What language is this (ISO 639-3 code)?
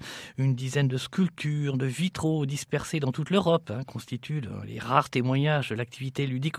fra